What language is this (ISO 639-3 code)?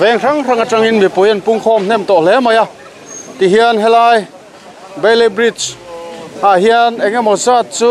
lus